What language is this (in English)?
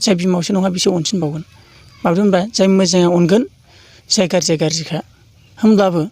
Bodo